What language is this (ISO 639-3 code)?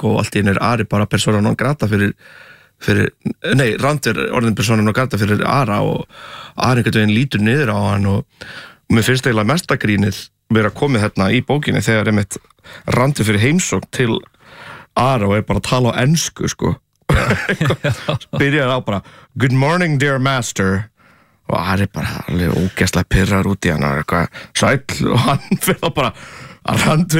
isl